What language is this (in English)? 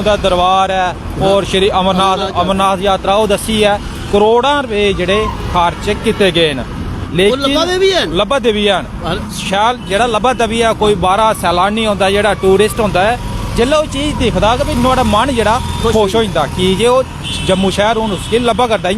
Dogri